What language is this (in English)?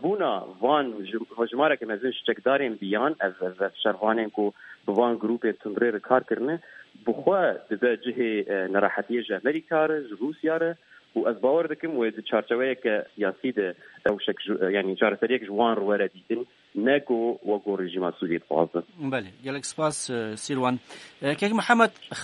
Kurdish